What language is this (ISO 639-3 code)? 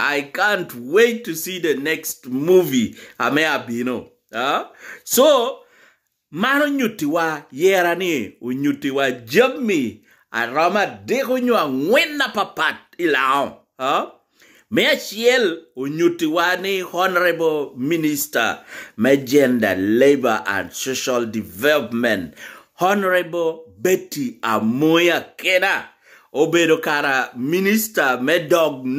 laj